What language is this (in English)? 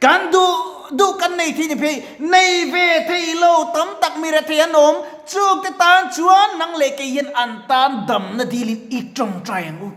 Mizo